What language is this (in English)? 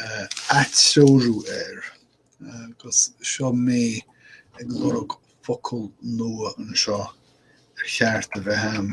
Irish